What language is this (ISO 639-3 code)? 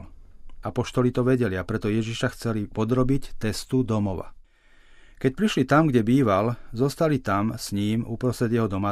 slk